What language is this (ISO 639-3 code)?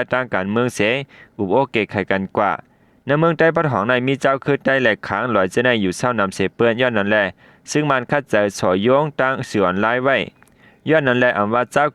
shn